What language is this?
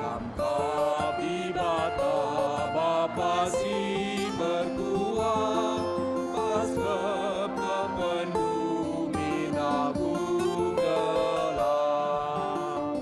Batak Karo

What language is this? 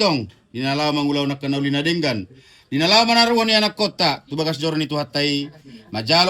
Batak Toba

